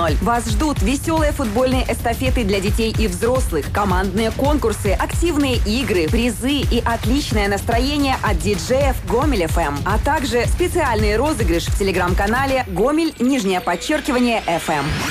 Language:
Russian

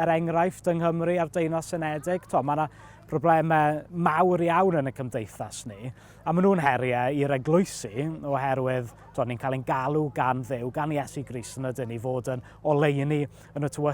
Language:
Welsh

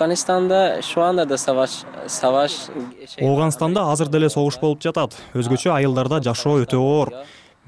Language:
Kyrgyz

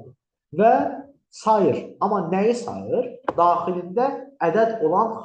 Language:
Azerbaijani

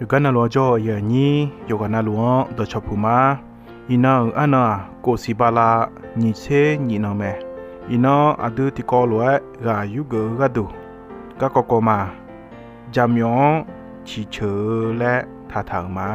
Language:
Akha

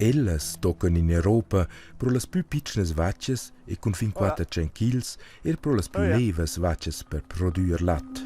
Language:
Romansh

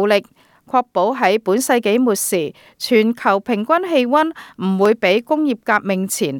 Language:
Cantonese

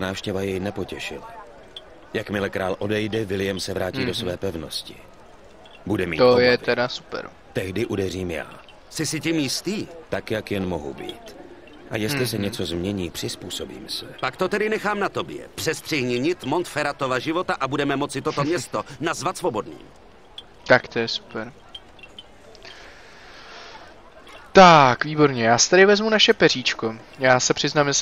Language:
Czech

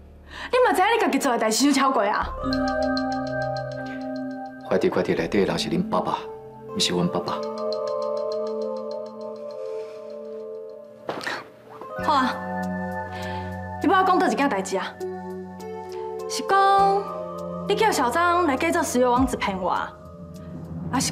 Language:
Min Nan Chinese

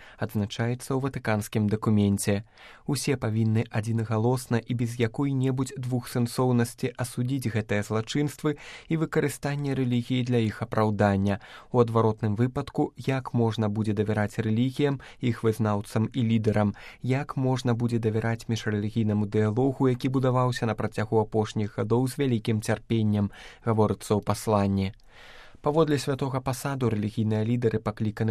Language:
Belarusian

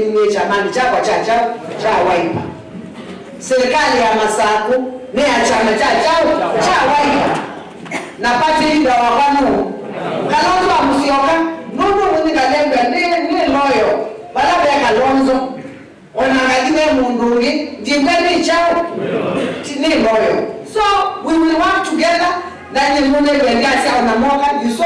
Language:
Kamba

